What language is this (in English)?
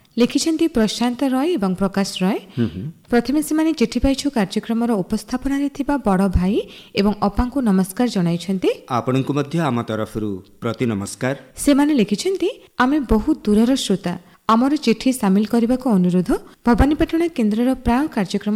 Odia